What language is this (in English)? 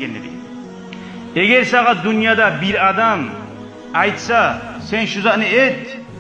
Kumyk